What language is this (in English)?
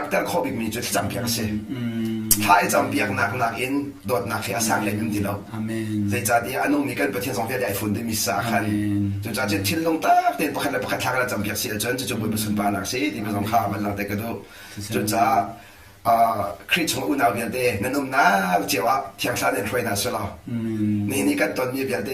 Hakha Chin